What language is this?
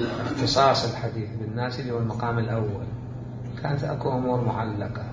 Mesopotamian Arabic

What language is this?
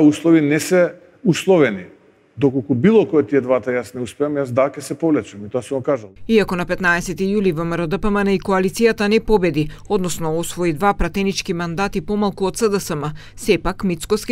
Macedonian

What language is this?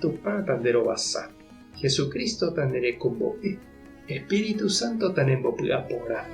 Guarani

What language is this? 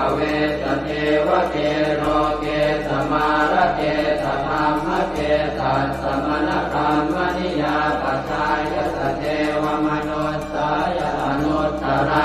Pali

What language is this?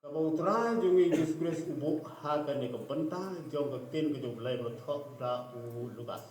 Khasi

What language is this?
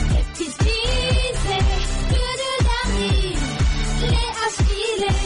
Turkish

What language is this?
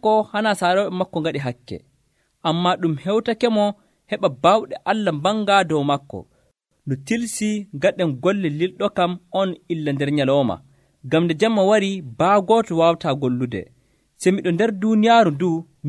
Nigerian Fulfulde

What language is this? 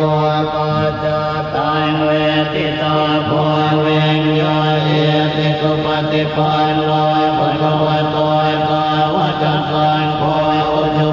Pali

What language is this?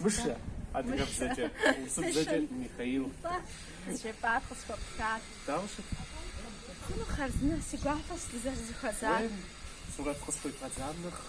Kabardian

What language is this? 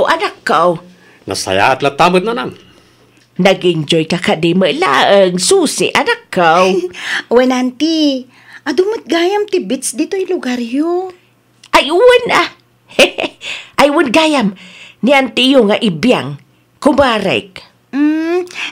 Iloko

